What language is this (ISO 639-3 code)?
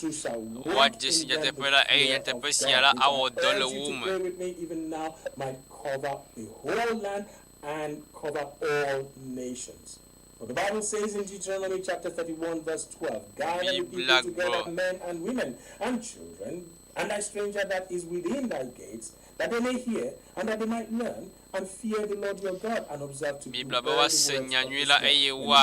ewe